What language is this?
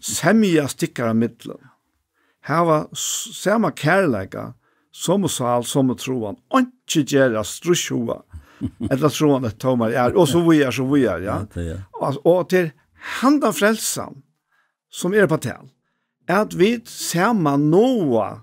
Faroese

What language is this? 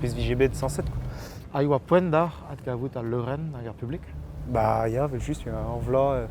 Breton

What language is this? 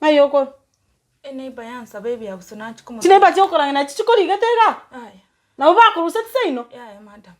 Gusii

